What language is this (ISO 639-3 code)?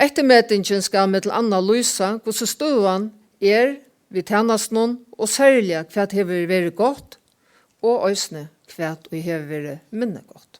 fao